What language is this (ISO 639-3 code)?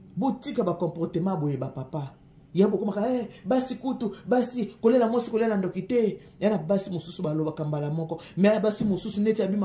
lin